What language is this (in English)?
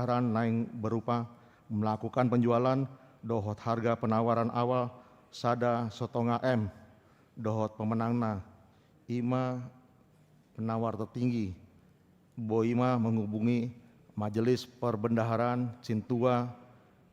Batak Toba